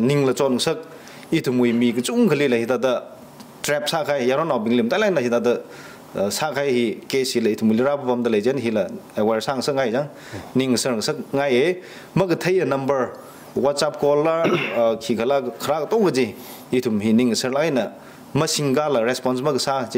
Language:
Tangkhul Naga (India)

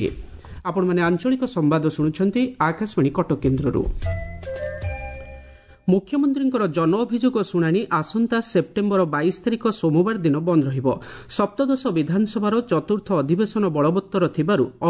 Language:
Odia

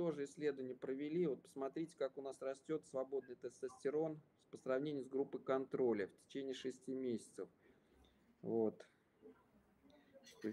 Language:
Russian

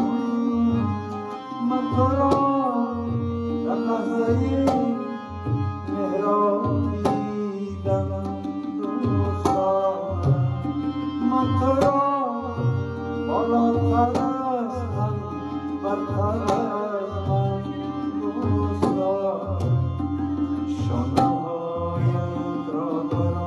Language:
Persian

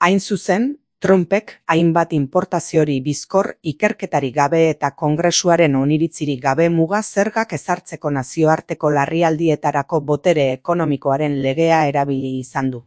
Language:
Basque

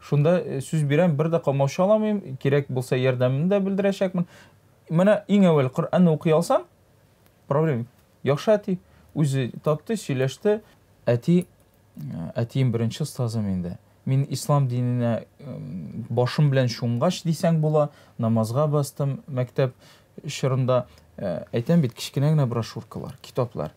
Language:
Tatar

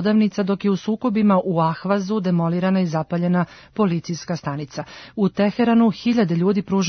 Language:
Serbian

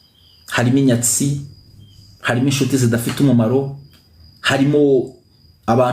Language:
Kinyarwanda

